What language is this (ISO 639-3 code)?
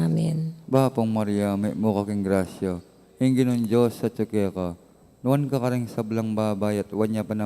pam